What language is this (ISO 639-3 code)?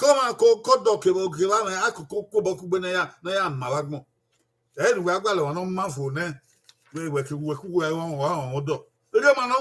bin